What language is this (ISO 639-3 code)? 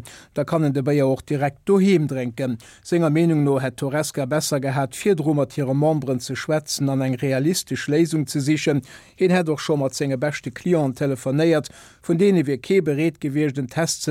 ltz